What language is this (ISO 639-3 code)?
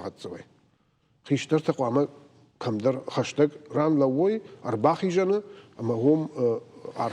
oss